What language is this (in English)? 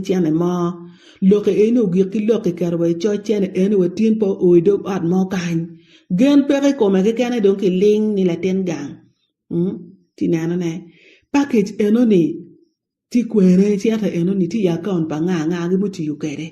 Acoli